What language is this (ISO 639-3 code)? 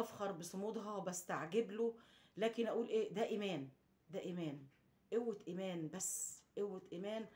arz